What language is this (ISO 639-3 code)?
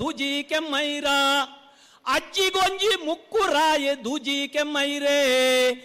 tcy